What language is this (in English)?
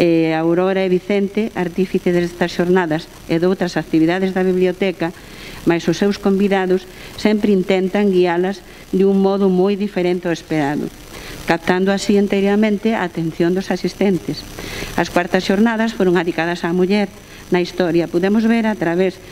Galician